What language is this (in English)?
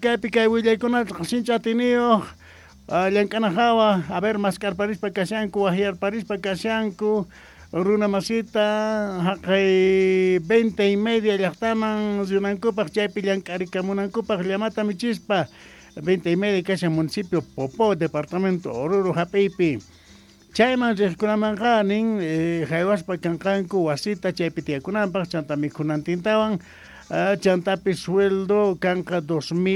South Bolivian Quechua